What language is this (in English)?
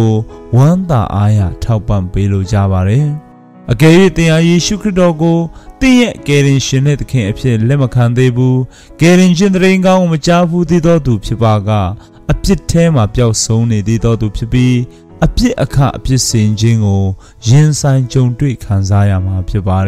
Burmese